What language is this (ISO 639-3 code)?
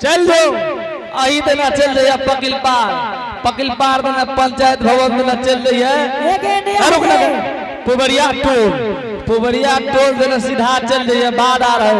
anp